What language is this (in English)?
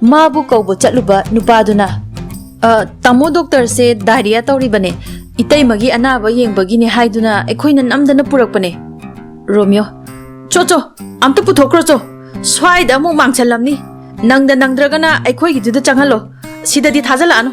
Manipuri